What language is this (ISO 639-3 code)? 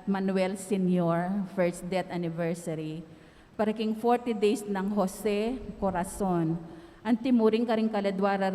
pam